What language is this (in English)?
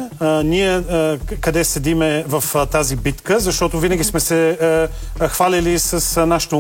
Bulgarian